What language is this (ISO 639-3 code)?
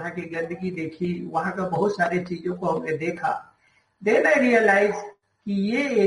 hin